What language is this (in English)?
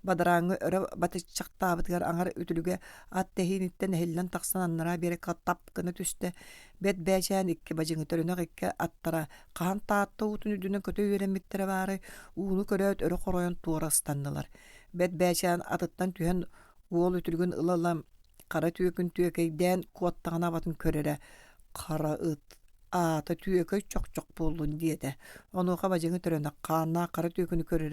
Yakut